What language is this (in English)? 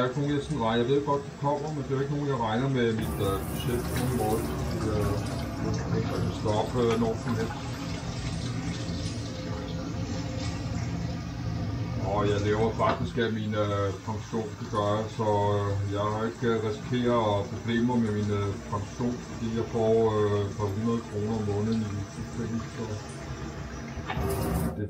Danish